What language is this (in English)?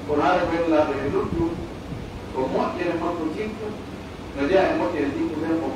Pular